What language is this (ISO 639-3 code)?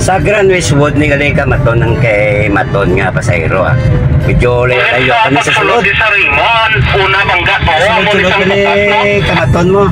hil